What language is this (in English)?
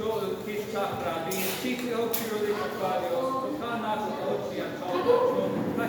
Kekchí